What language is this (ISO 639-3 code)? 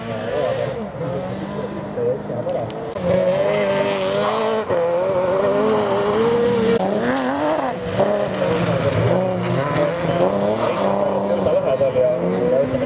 est